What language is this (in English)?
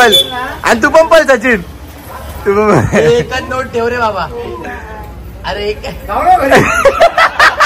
Marathi